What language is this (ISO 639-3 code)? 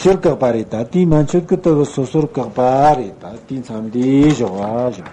bod